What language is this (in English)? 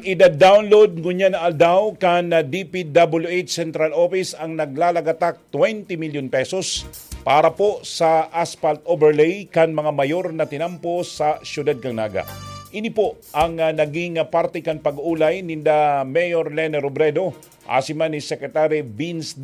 Bikol